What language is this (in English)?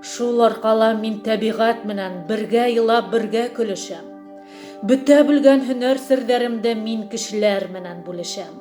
Bashkir